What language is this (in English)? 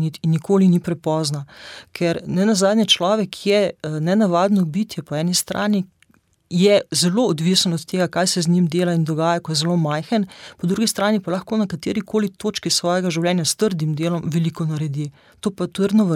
Slovenian